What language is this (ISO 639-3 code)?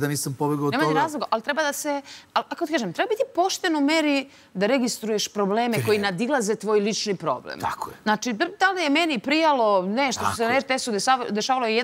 srp